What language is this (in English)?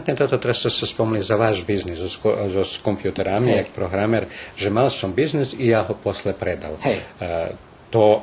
Rusyn